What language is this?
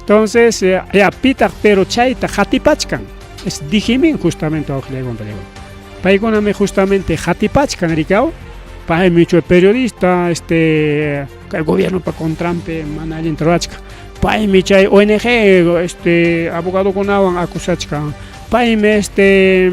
Ayacucho Quechua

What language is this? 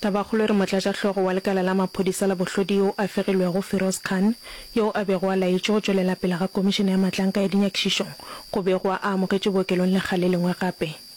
Northern Sotho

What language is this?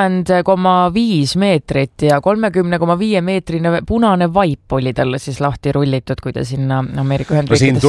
Estonian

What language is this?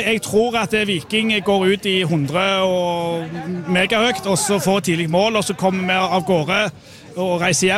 Norwegian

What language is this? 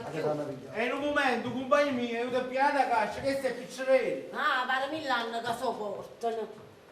Neapolitan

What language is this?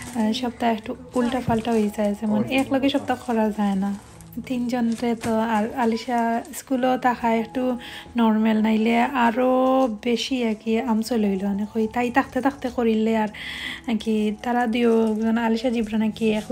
Sylheti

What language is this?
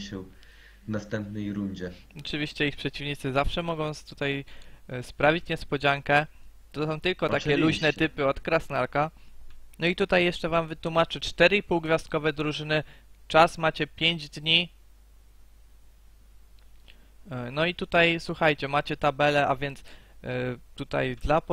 Polish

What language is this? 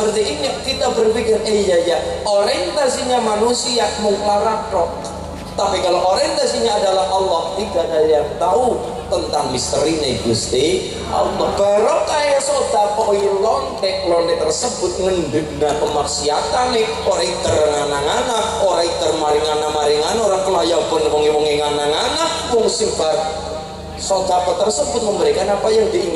Indonesian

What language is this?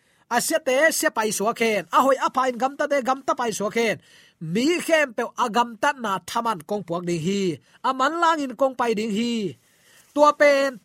Tedim Chin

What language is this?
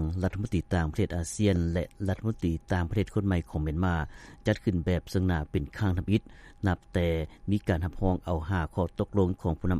Lao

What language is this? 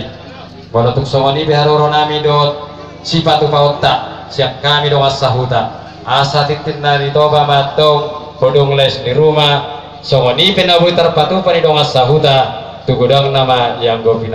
Batak Toba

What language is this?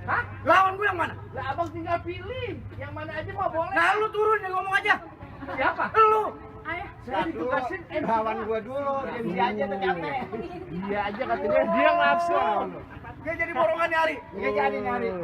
Betawi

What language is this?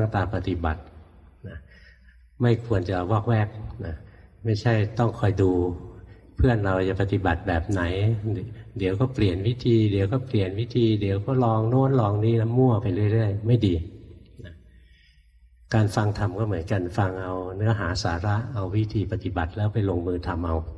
Thai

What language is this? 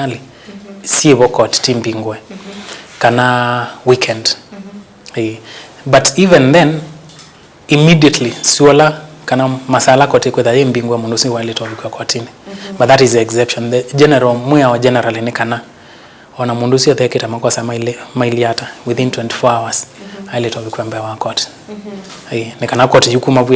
Kamba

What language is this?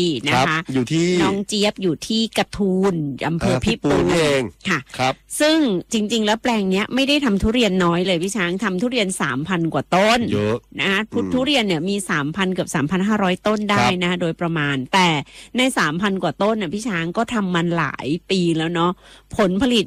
Thai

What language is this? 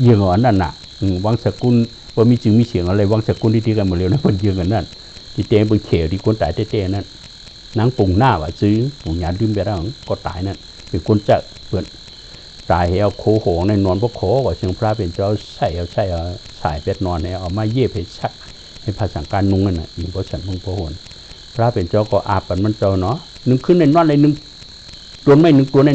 Shan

